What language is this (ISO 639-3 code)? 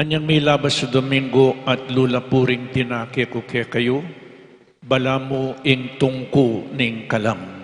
pam